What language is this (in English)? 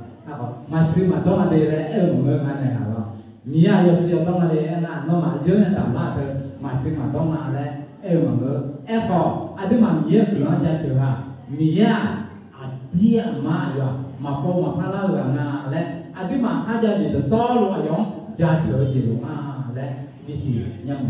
Akha